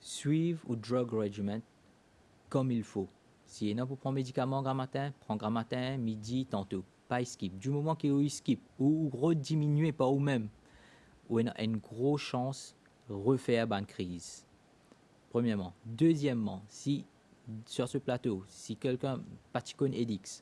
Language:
Morisyen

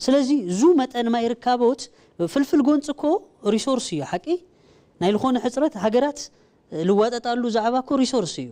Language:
Tigrinya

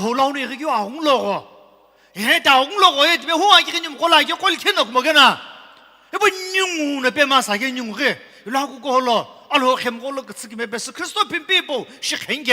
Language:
Sumi Naga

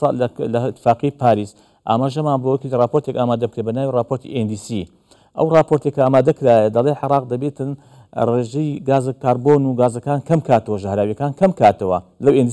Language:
Central Kurdish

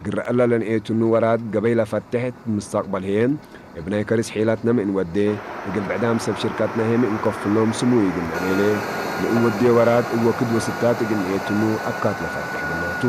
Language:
Tigre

